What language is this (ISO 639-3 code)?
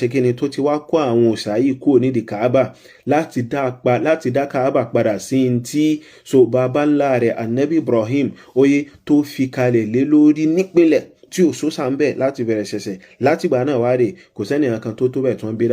yor